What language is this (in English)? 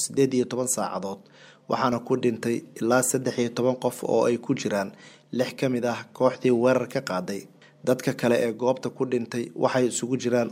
Somali